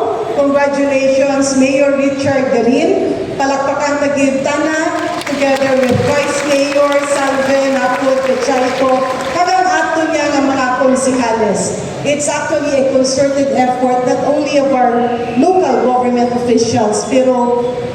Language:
Hiligaynon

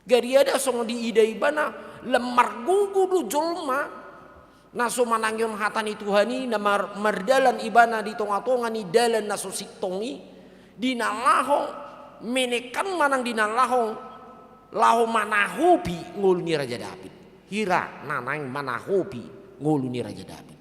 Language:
Batak Toba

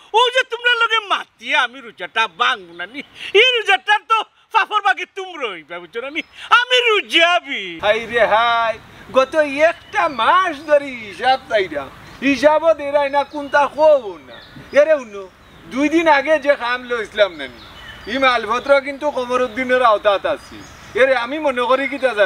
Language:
Sylheti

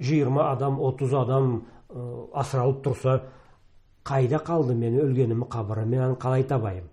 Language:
Karachay-Balkar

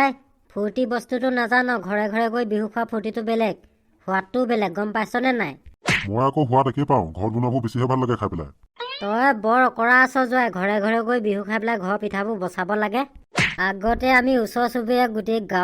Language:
Assamese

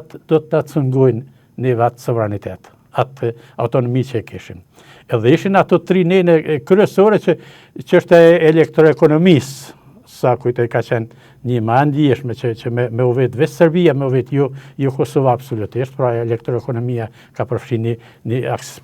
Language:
Albanian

